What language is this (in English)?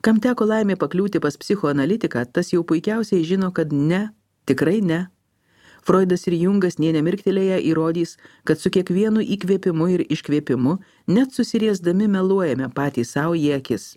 Lithuanian